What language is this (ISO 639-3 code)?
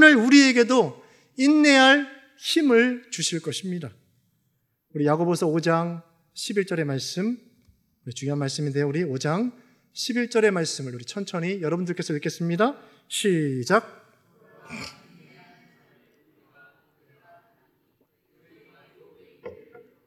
kor